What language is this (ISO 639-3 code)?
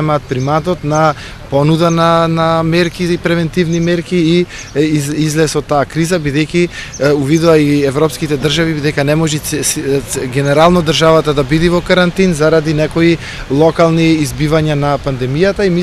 mkd